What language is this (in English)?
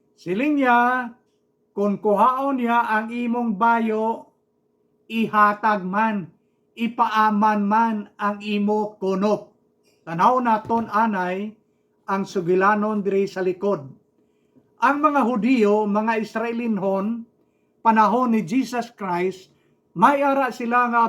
Hiligaynon